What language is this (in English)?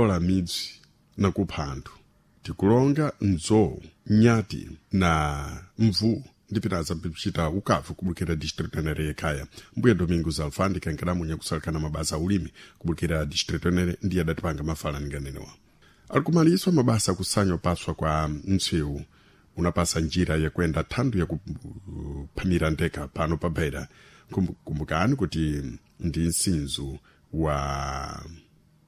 Sena